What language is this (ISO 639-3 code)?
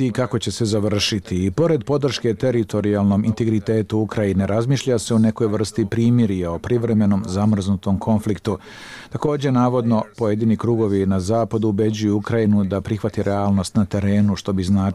bos